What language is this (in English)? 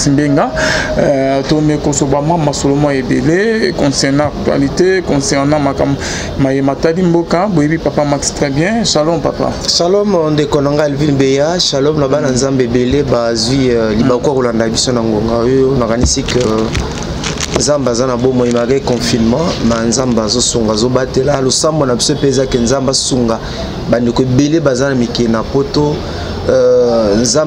Lingala